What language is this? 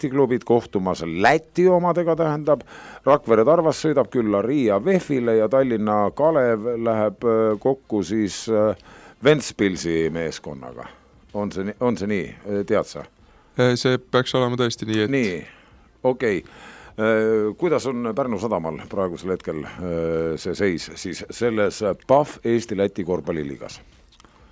Estonian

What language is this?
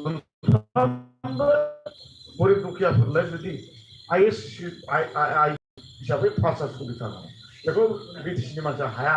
Bodo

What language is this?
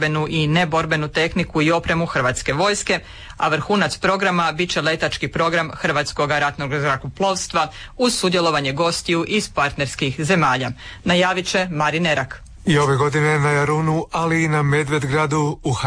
Croatian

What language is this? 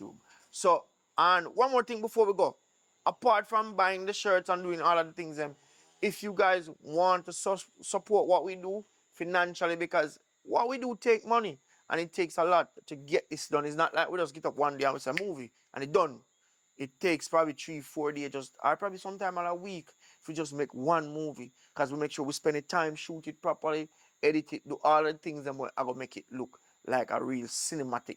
Jamaican Creole English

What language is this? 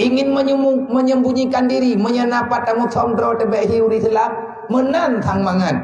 Achinese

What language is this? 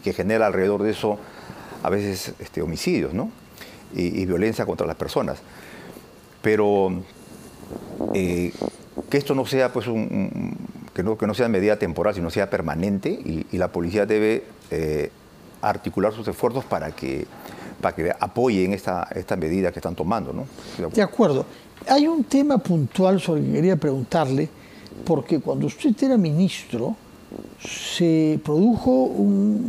Spanish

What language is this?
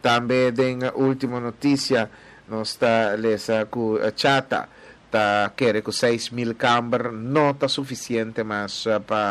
Papiamento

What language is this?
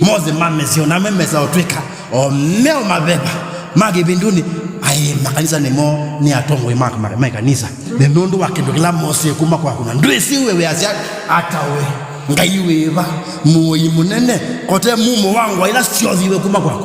Kamba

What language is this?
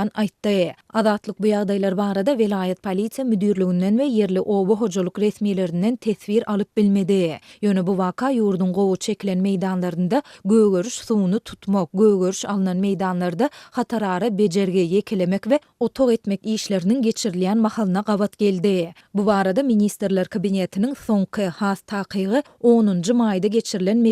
Turkmen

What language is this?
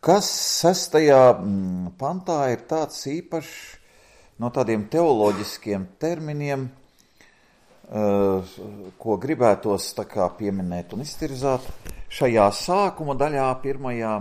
Latvian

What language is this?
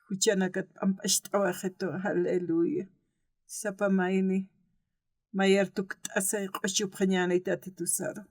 Aymara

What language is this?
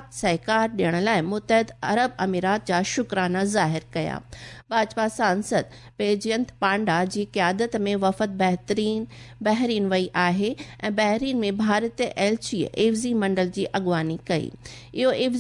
Sindhi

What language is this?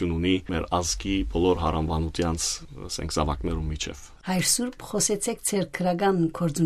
Western Armenian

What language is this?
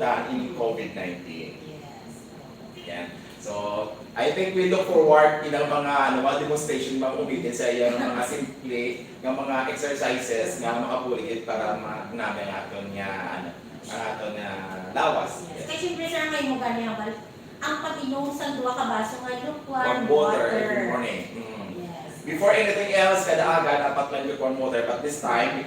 Hiligaynon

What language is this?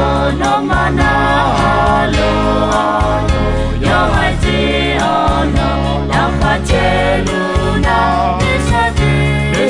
Akha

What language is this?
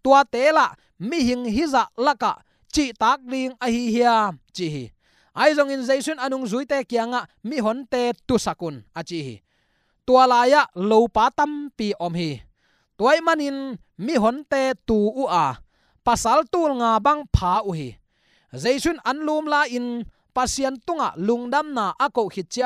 Tedim Chin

